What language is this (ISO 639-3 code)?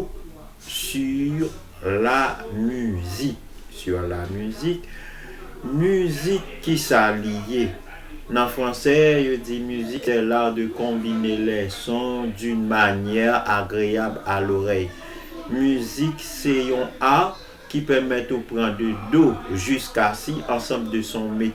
hat